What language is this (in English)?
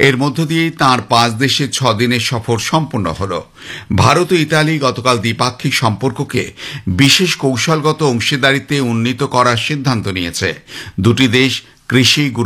Bangla